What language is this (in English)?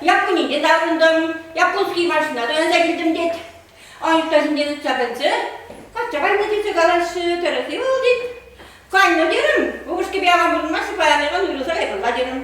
Chuvash